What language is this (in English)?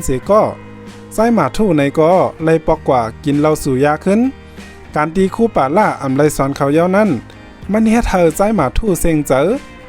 Shan